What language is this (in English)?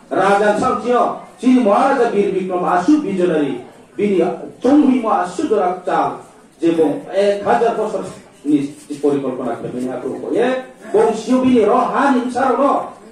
Riang (India)